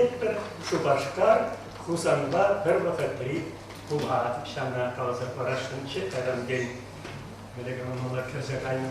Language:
Chuvash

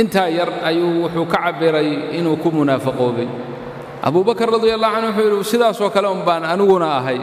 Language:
Somali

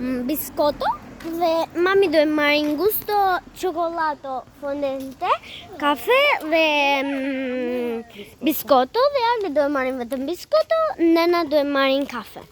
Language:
Albanian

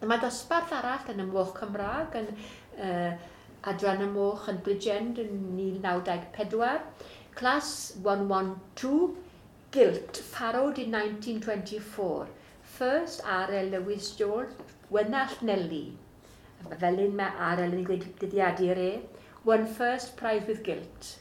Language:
Welsh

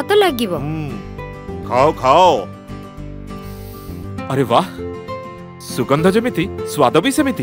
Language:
Odia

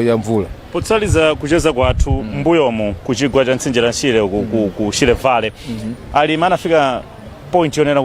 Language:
Nyanja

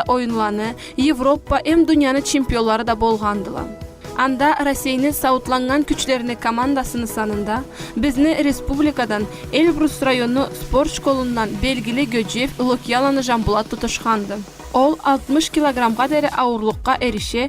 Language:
Karachay-Balkar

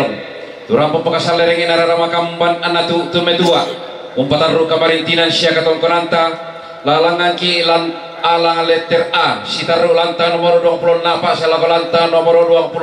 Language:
Toraja-Sa'dan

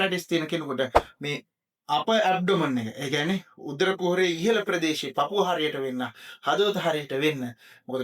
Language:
Sinhala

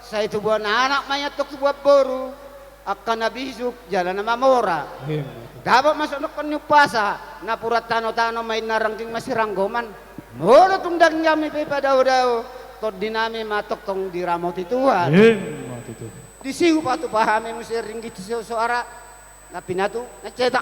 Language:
Batak Toba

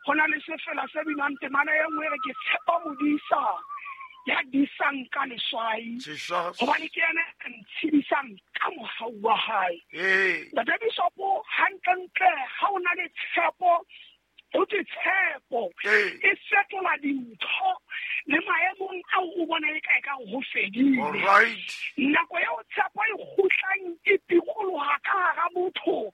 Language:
Southern Sotho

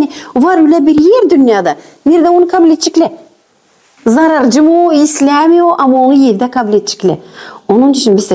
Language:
Gagauz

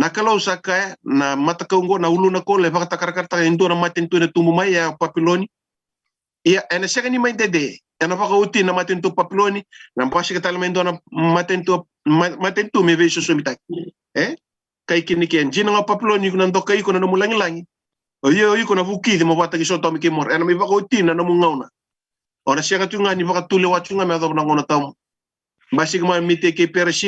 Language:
Fijian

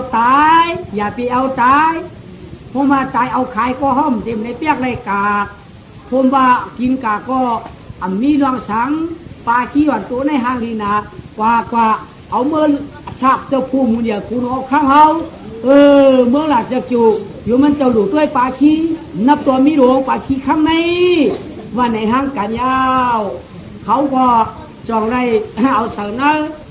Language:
Shan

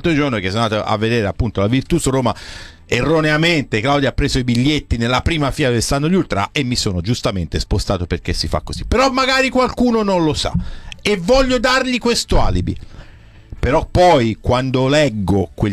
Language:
Italian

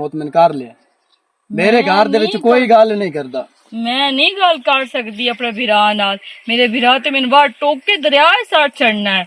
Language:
Western Panjabi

